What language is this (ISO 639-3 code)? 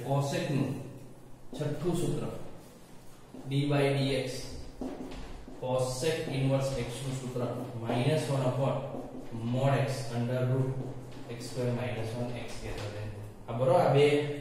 guj